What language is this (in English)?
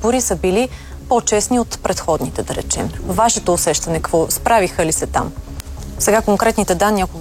Bulgarian